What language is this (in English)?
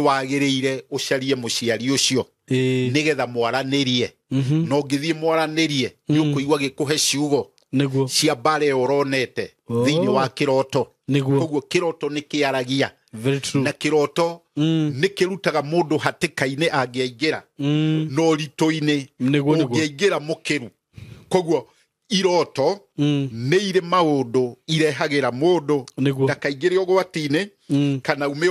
Kikuyu